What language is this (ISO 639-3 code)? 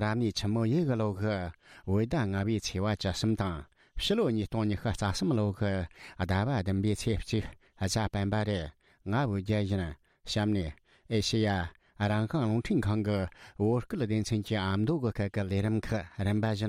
bod